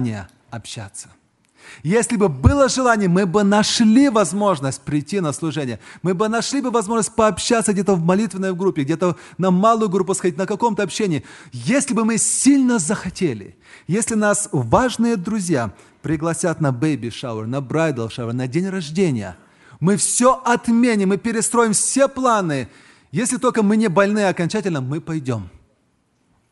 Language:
Russian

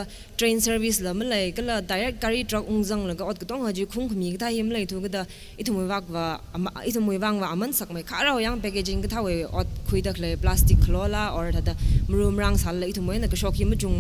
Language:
Tangkhul Naga (India)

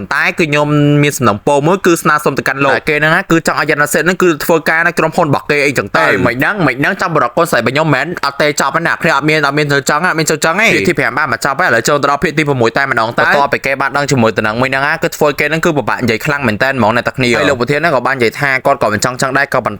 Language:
Khmer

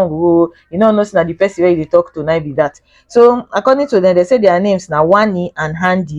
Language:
Nigerian Pidgin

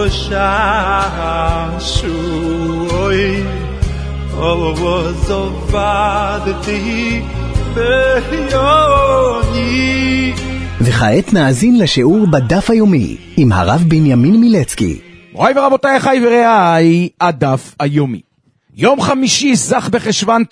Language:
Hebrew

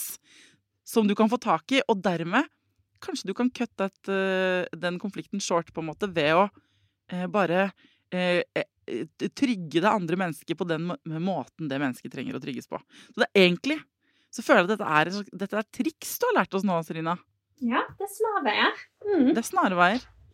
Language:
Norwegian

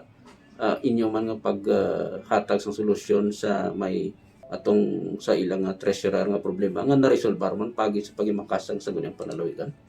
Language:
Hiligaynon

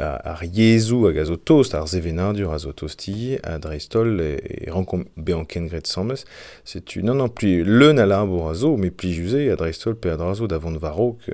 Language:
Breton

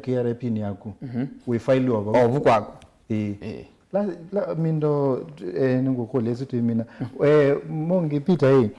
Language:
Kamba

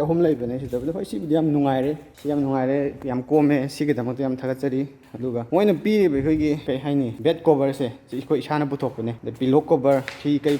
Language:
Manipuri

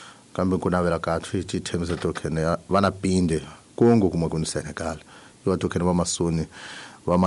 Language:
Tsonga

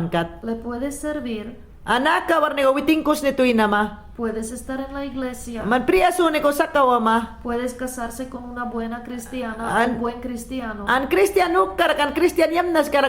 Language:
Mayangna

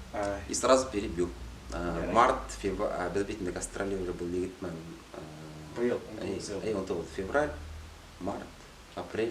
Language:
Bashkir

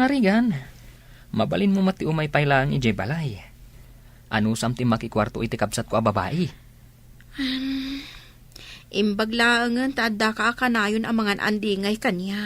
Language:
Iloko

